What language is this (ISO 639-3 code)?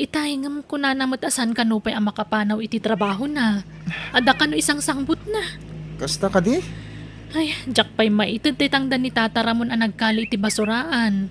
ilo